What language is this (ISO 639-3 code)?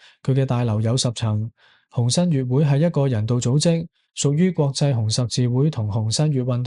yue